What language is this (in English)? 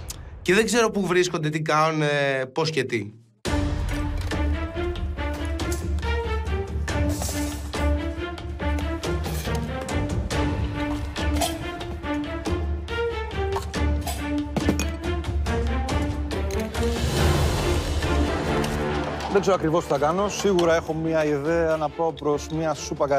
Greek